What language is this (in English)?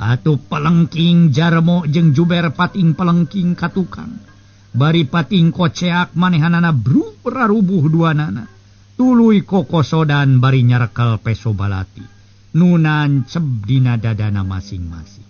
Sundanese